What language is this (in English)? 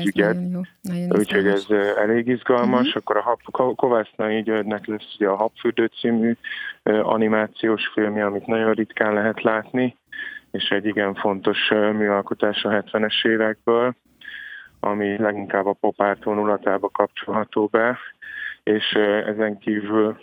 Hungarian